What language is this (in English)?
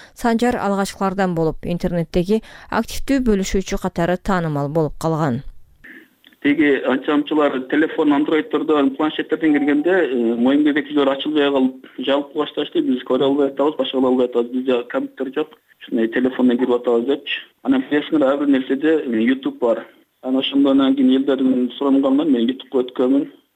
Kyrgyz